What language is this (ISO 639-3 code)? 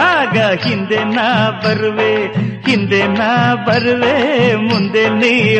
kan